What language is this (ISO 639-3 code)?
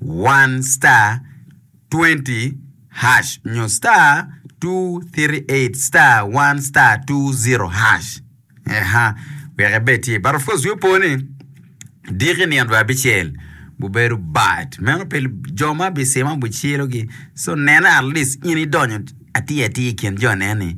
ach